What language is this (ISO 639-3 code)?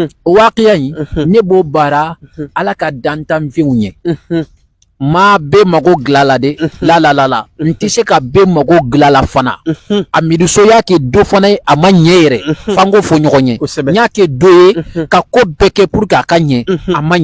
bam